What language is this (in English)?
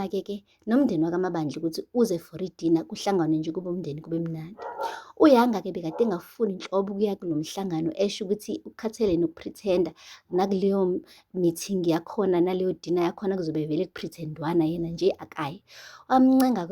Zulu